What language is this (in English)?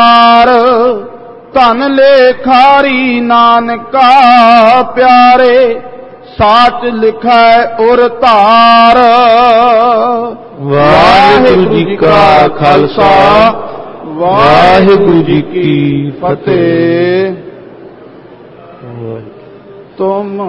Punjabi